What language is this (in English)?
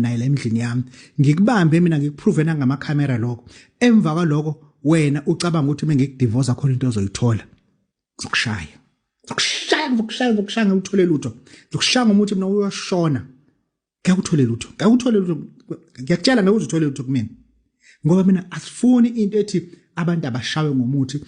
Zulu